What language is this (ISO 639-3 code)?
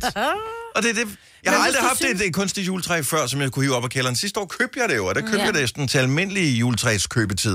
dan